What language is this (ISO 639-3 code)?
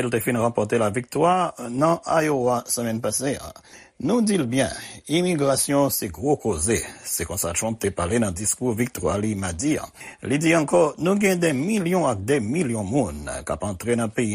hat